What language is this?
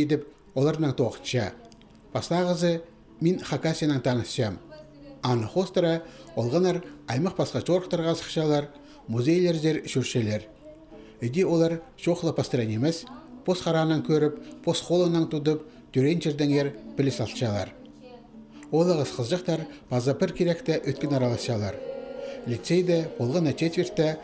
Khakas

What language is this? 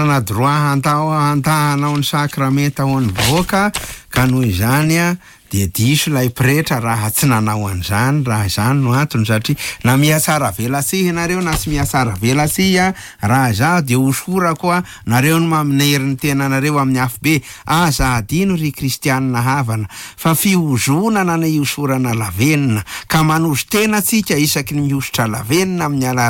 Malagasy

